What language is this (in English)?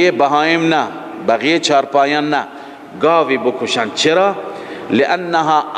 Persian